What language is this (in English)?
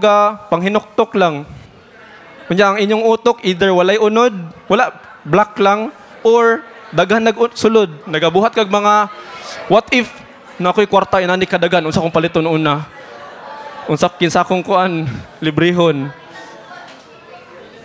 Filipino